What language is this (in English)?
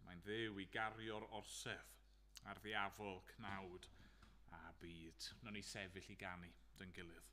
Welsh